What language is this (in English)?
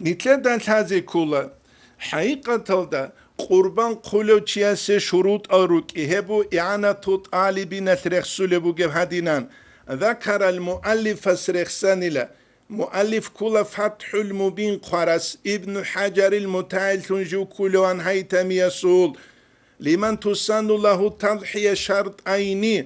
Avaric